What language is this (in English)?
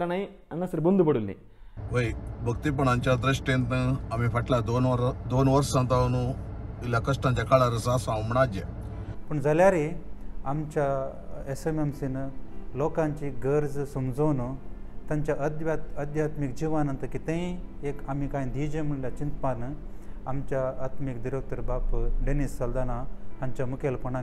Konkani